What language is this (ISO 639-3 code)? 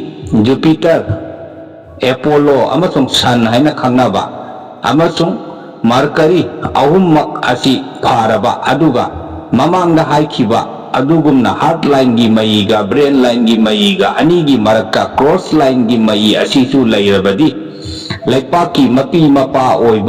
mni